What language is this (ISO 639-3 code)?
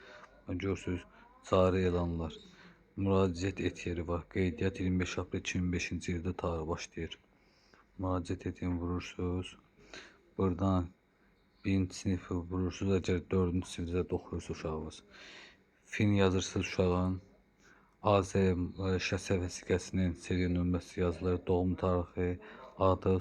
aze